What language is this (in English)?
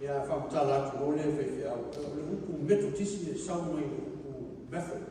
Samoan